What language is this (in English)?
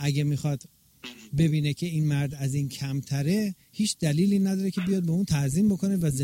Persian